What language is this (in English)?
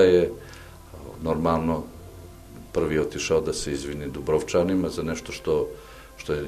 Serbian